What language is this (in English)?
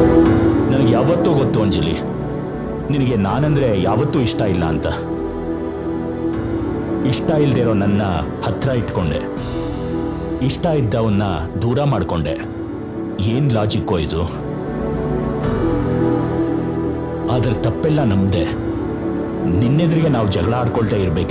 Kannada